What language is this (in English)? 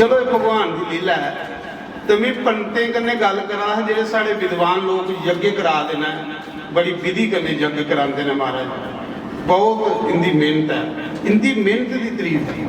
Dogri